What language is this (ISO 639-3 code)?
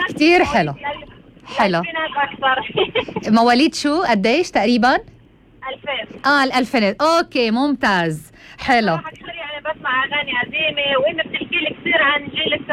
apc